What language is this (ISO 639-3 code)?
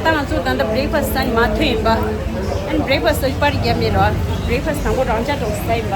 bod